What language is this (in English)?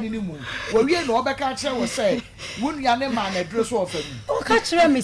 Akan